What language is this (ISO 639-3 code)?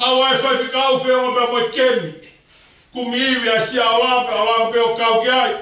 ton